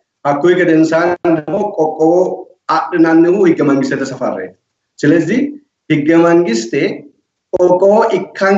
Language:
Sidamo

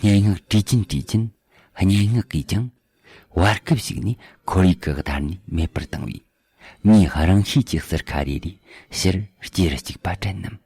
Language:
Tibetan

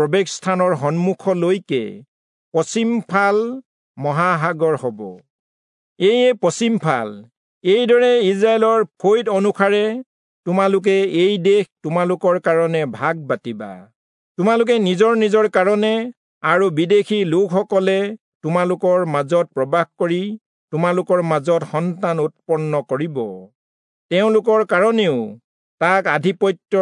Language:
Assamese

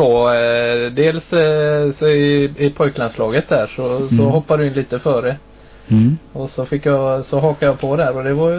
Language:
Swedish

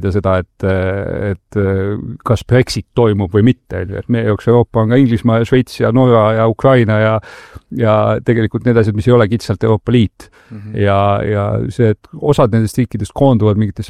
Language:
Estonian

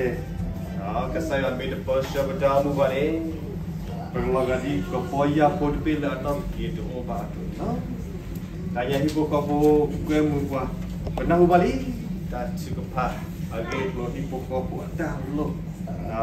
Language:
S'gaw Karen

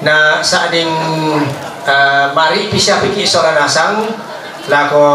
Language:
Toraja-Sa'dan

